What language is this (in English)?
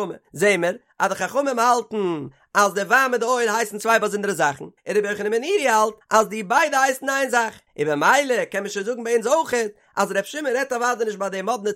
Yiddish